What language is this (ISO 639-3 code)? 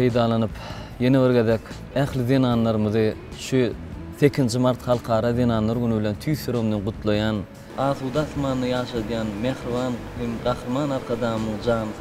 tuk